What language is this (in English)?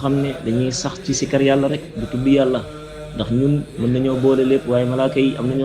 Wolof